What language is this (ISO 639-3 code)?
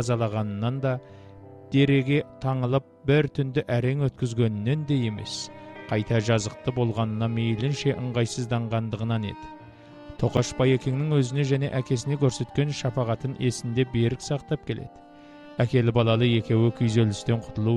kaz